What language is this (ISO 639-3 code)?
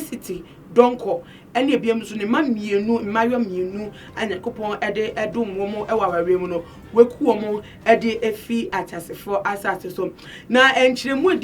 aka